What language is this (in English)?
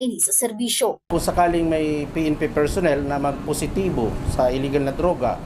Bikol